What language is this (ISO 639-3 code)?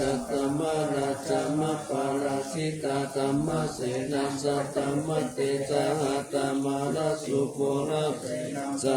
pli